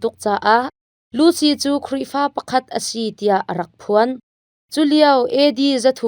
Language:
Hakha Chin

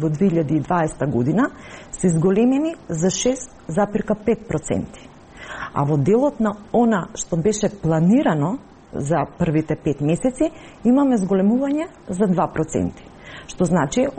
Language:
Macedonian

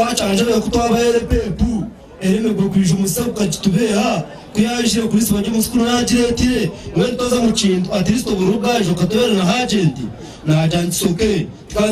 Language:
Nyankole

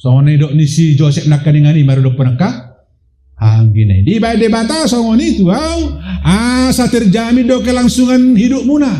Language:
Batak Toba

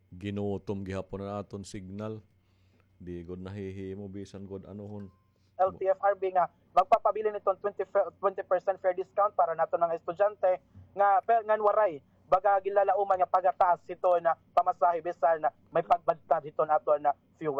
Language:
Waray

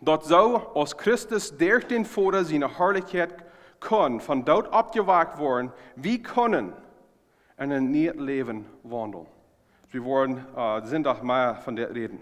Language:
Plautdietsch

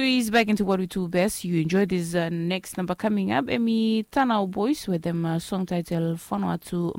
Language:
Bislama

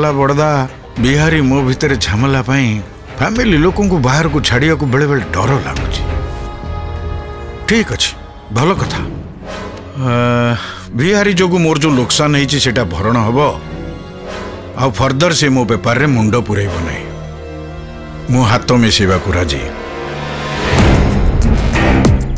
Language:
Odia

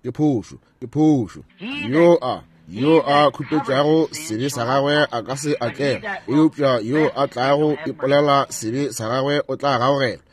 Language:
Northern Sotho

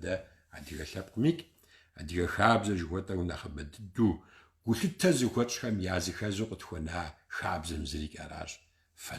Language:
Kabardian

